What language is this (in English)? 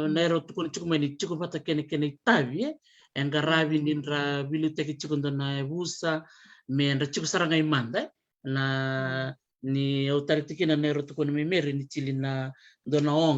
Fijian